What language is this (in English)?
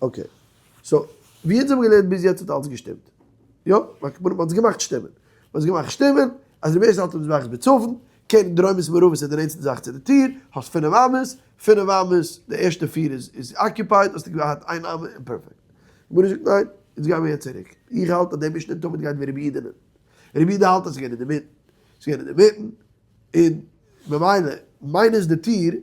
Yiddish